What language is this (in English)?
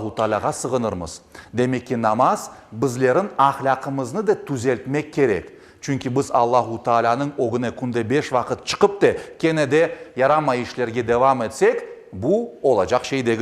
Crimean Tatar